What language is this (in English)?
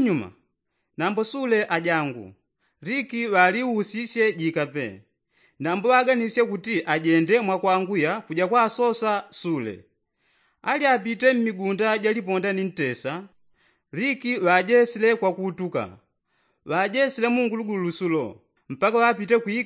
Yao